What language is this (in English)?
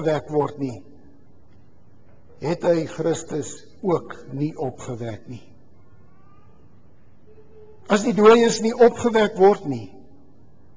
Afrikaans